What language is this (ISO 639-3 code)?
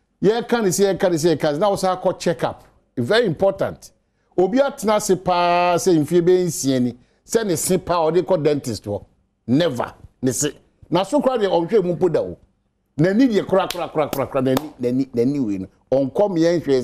aka